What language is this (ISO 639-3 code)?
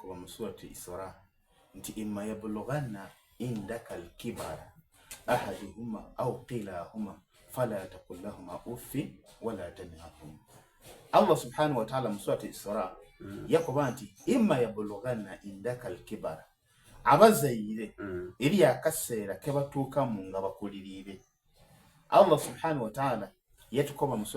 xog